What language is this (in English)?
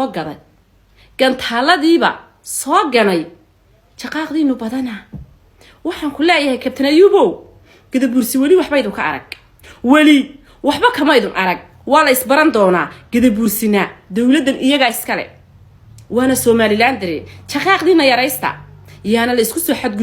Somali